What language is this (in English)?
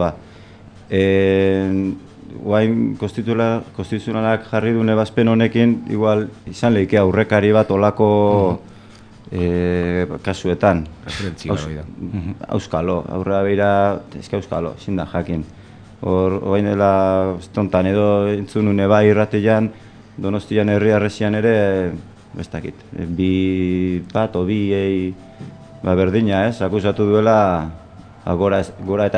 Basque